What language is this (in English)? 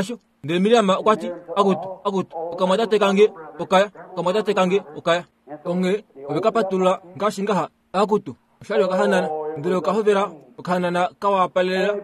Kuanyama